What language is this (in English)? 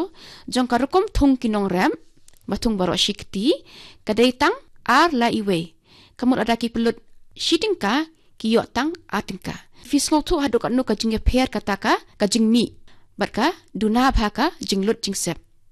Khasi